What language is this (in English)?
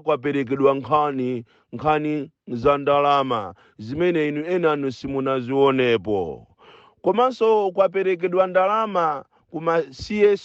Nyanja